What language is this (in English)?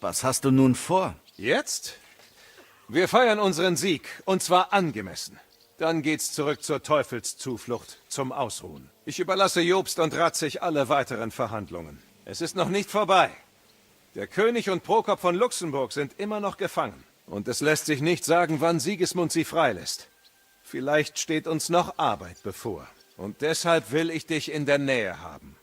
Bavarian